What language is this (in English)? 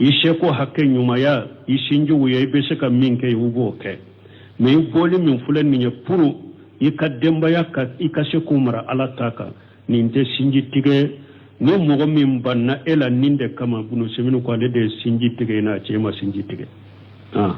Bambara